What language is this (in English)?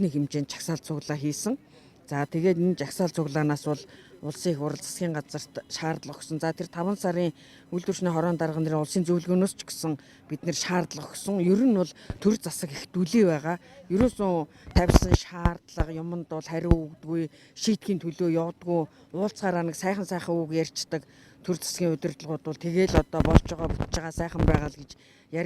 Mongolian